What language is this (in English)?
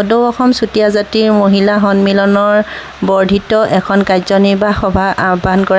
Assamese